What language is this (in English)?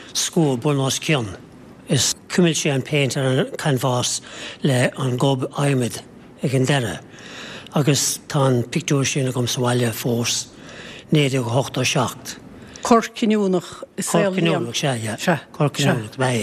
Irish